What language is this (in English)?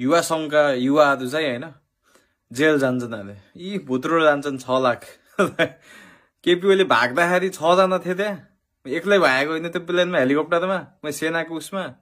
Nepali